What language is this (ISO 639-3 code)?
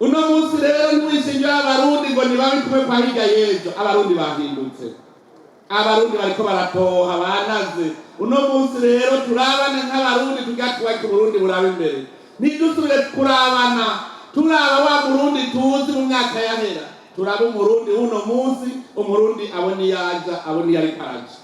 run